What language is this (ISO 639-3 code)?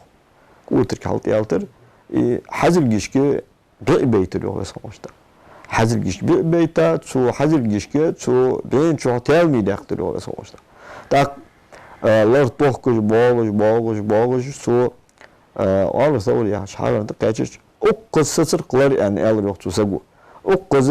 inh